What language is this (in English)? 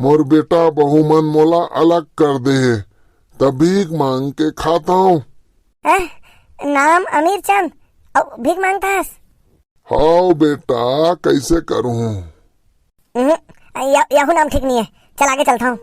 Chhattisgarhi